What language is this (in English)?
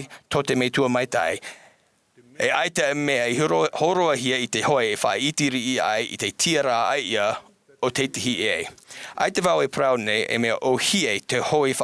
Tahitian